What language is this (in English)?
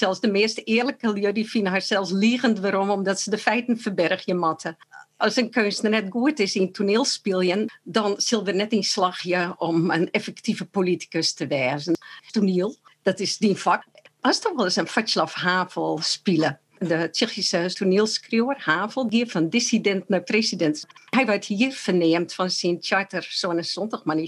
Western Frisian